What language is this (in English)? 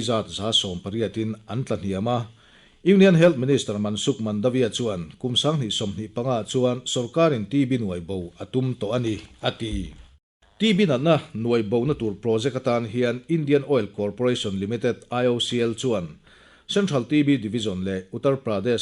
Mizo